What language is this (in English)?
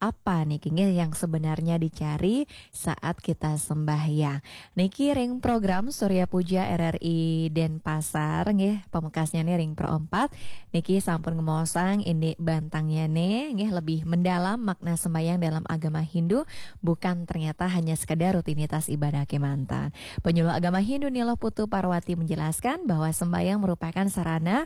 Balinese